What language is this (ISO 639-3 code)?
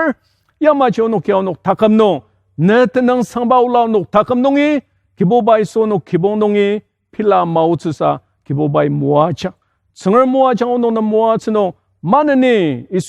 njo